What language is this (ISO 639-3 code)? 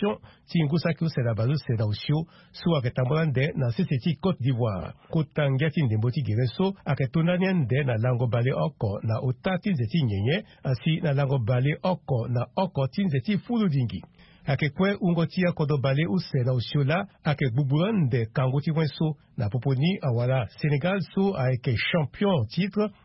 sag